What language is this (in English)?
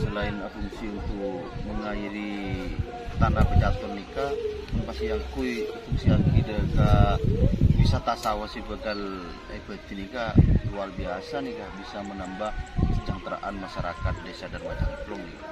Madurese